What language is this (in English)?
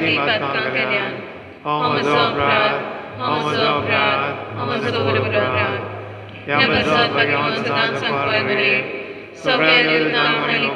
Konkani